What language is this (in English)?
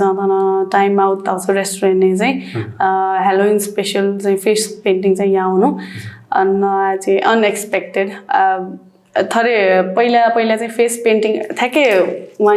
Newari